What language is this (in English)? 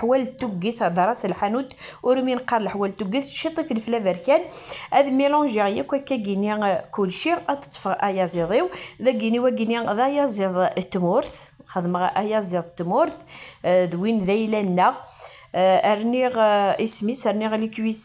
Kabyle